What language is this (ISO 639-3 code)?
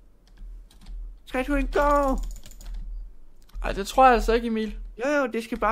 dan